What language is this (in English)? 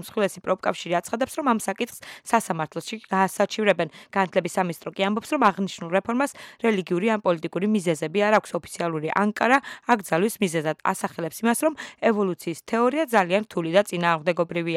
Georgian